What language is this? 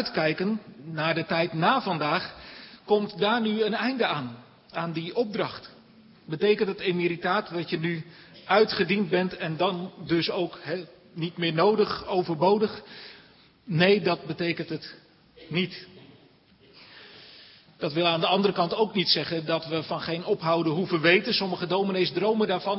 Dutch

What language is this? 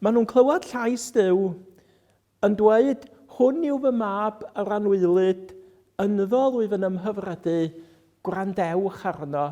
Welsh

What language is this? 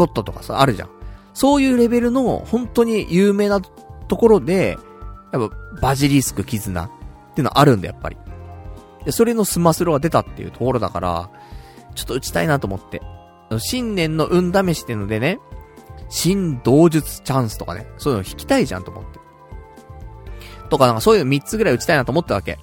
Japanese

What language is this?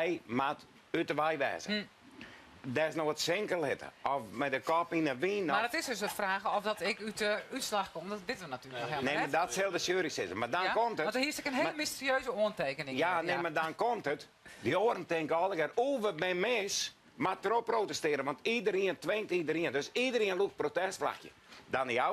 Western Frisian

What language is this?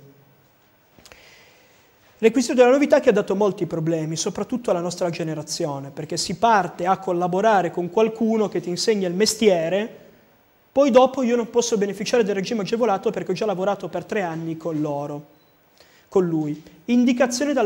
Italian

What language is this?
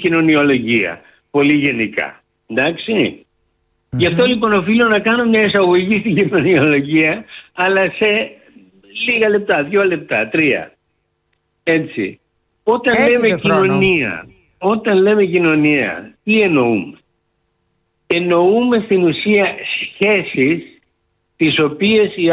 Greek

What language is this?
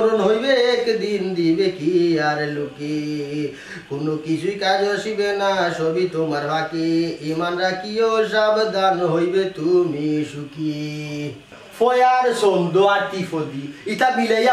Sylheti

